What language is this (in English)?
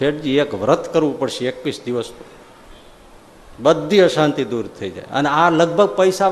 Gujarati